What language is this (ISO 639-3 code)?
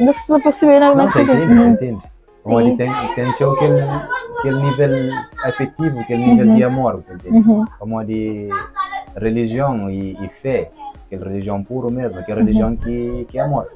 kea